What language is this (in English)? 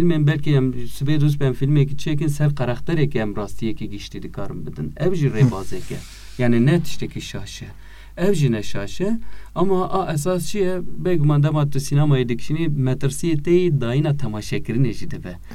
Kurdish